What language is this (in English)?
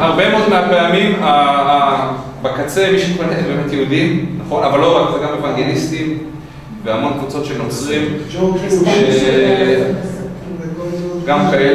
Hebrew